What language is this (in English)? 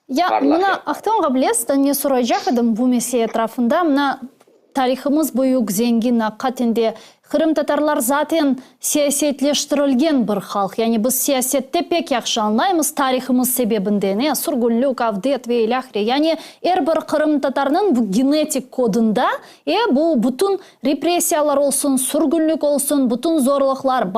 Crimean Tatar